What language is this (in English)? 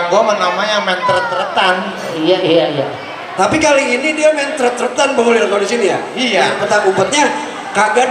Betawi